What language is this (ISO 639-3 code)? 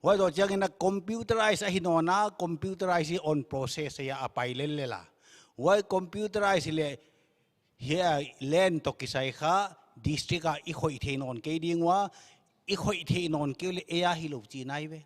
pck